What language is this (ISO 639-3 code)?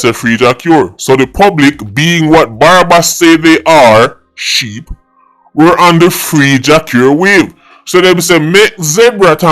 jam